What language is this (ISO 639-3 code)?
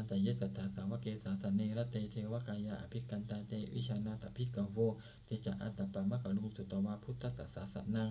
pli